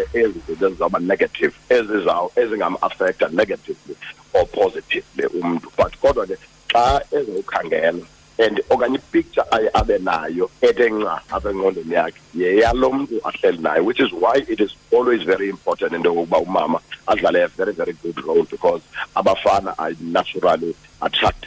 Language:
Xhosa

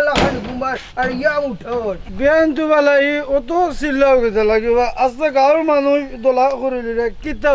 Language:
Sylheti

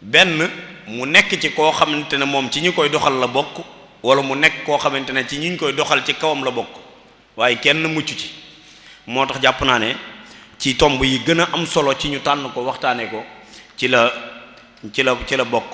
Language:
Wolof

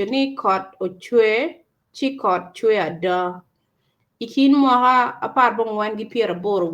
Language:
Acoli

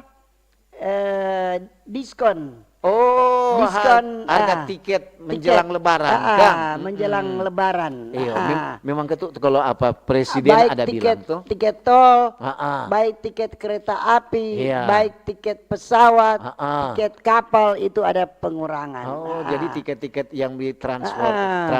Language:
Manado Malay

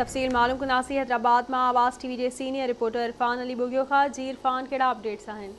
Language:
Sindhi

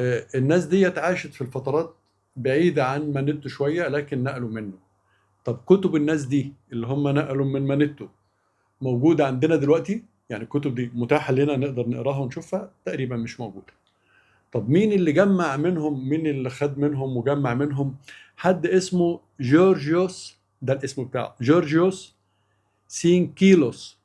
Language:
Egyptian Arabic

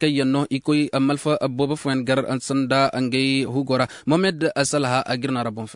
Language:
Koyraboro Senni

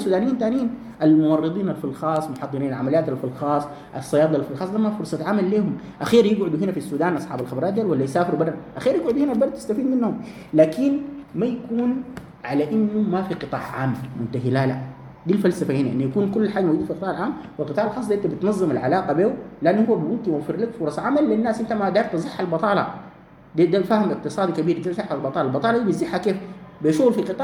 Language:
Sudanese Arabic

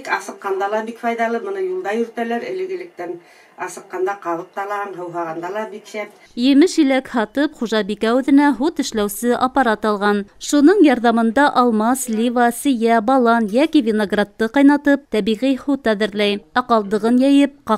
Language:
Bashkir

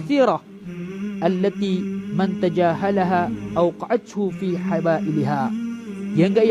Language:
Maranao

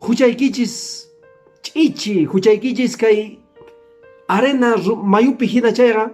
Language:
Quechua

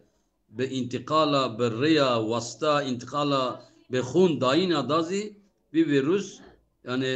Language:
Kurdish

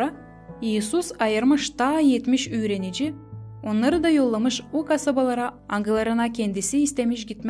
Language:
Gagauz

